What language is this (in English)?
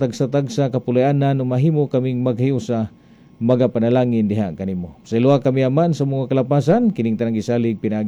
Cebuano